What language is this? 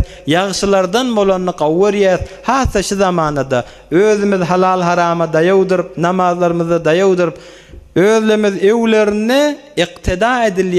Turkmen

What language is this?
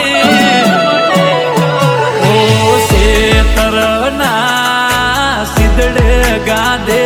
Gujarati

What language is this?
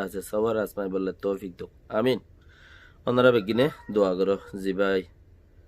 Rohingya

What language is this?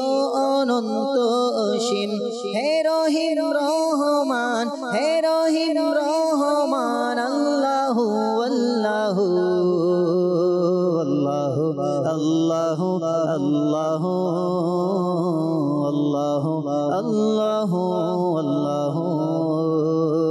Bangla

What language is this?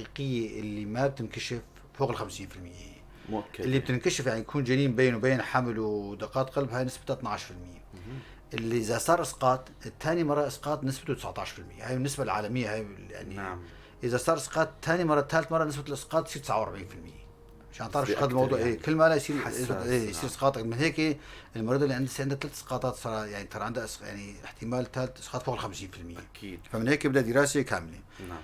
North Levantine Arabic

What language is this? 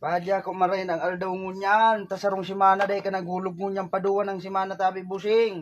Bikol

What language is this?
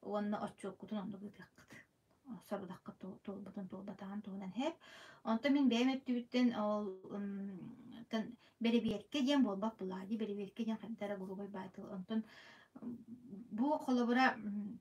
Yakut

